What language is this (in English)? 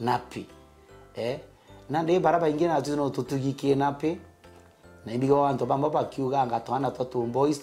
Meru